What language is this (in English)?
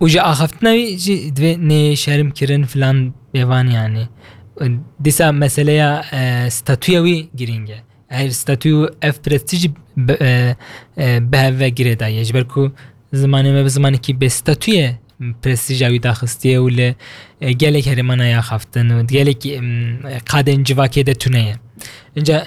Kurdish